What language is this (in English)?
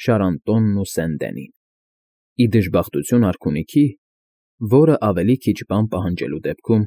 Armenian